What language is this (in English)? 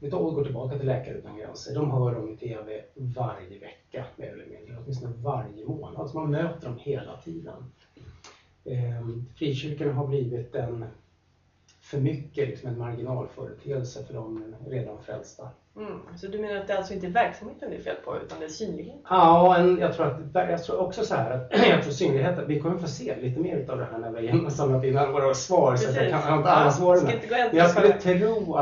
Swedish